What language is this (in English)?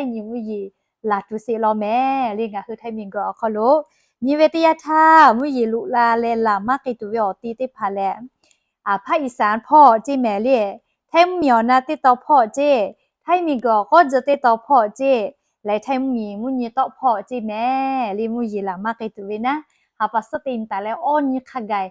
Lahu